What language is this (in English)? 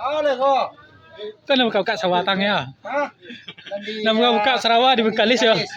Minangkabau